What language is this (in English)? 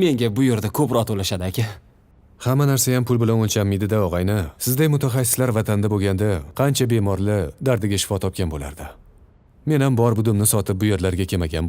Uzbek